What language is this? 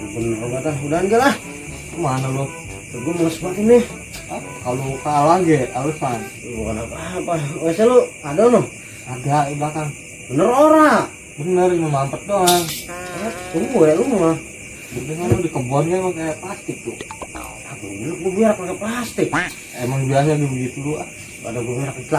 Betawi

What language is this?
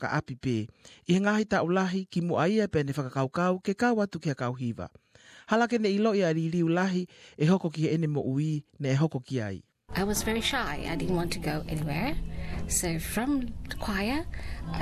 Tongan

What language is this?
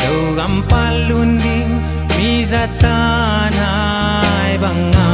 Tedim Chin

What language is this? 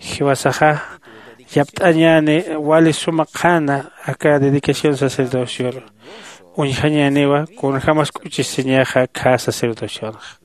Aymara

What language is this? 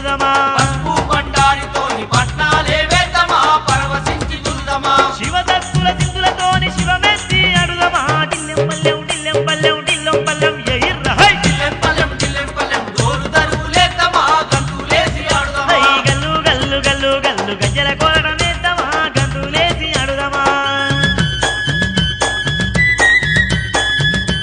Telugu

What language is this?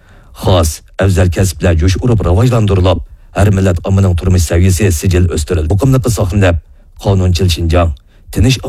Uyghur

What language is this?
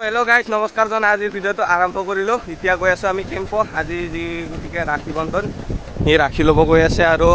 Assamese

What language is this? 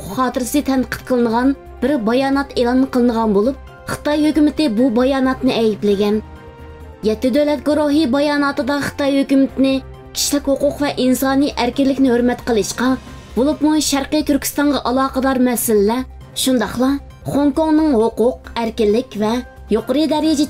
Uyghur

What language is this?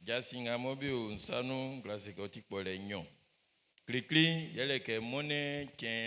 Baoulé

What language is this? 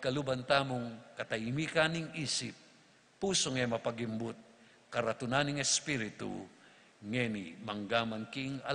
Pampanga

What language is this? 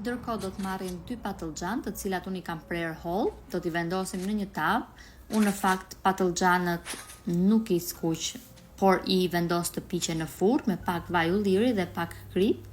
Albanian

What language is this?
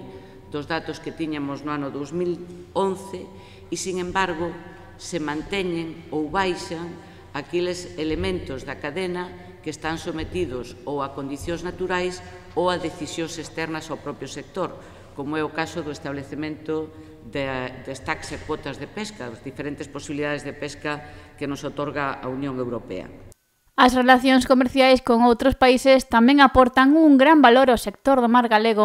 Galician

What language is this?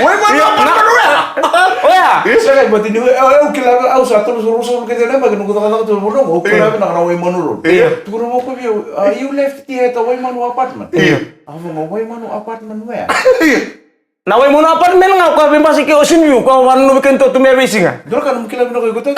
Fijian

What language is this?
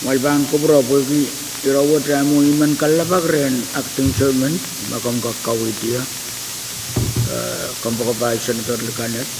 Pohnpeian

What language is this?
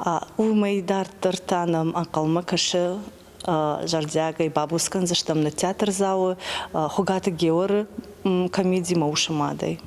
Ossetic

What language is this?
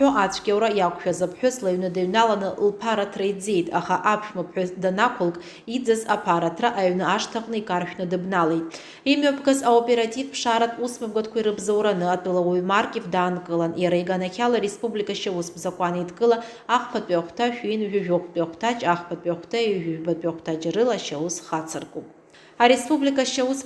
Abkhazian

